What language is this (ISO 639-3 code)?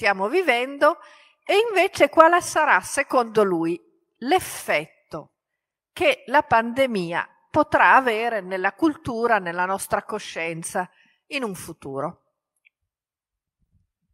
ita